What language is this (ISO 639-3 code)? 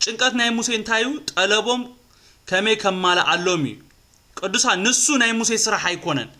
tir